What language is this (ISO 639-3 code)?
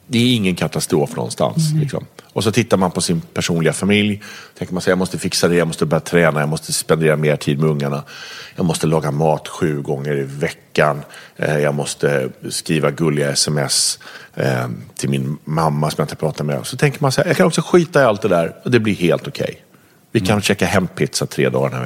swe